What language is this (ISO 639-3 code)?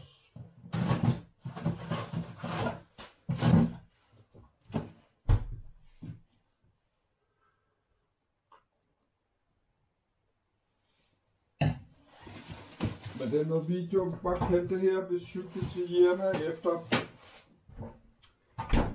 dan